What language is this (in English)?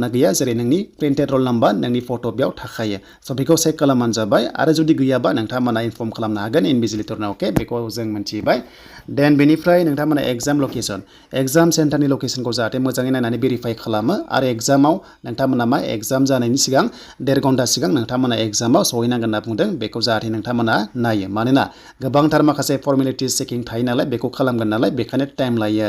Bodo